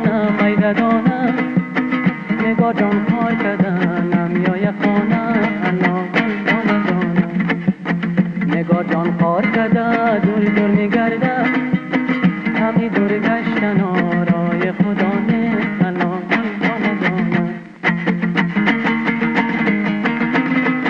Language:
Persian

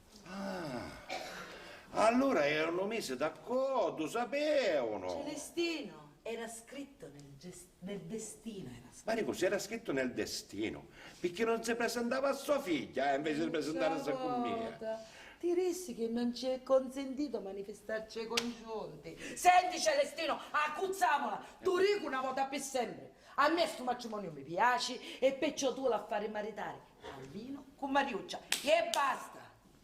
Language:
Sicilian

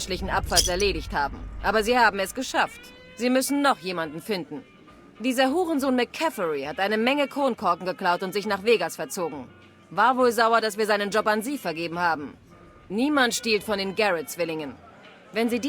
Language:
Bavarian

